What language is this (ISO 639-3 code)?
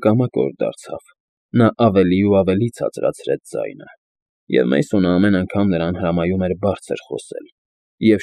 hye